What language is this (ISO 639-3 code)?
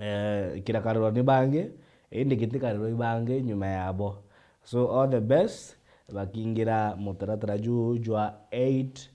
mer